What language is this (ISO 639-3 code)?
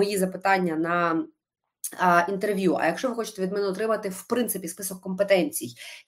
ukr